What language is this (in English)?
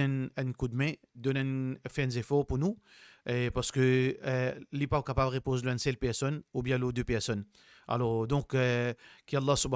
Morisyen